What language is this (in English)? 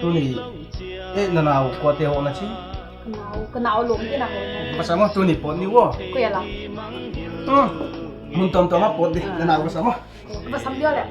Paite Chin